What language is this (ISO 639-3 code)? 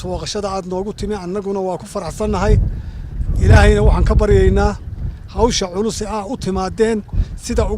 som